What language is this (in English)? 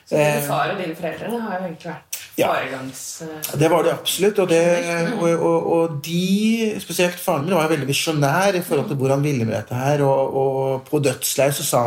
Norwegian